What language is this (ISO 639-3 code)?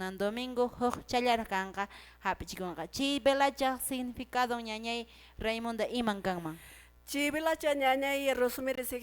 que